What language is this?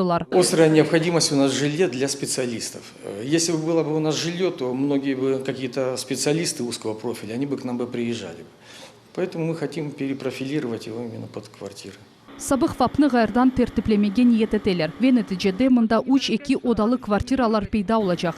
Crimean Tatar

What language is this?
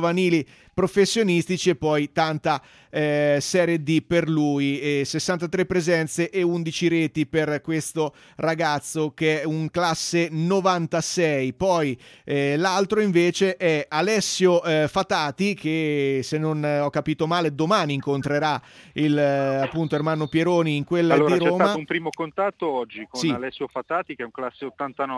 Italian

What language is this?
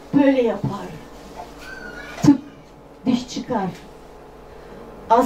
Turkish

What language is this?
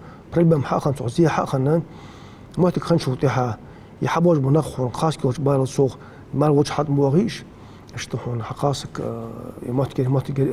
Ingush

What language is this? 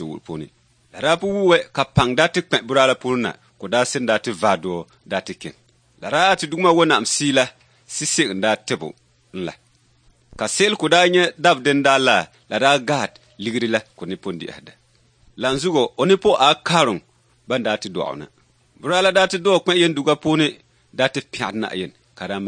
Dagbani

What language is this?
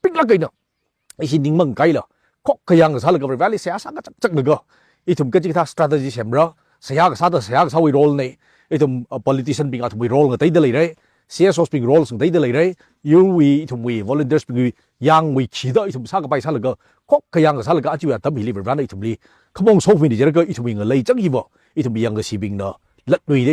Tangkhul Naga (India)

